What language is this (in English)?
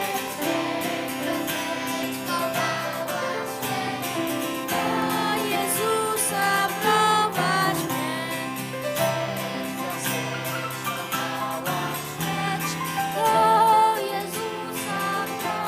Polish